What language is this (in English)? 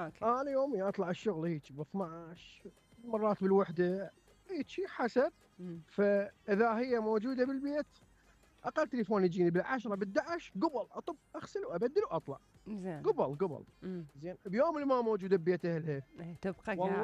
Mesopotamian Arabic